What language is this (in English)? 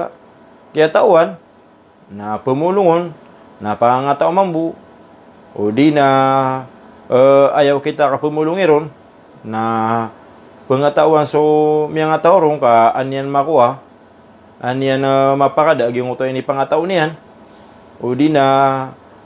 Maranao